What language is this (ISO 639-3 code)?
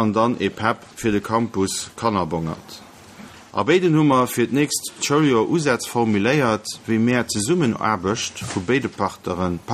ltz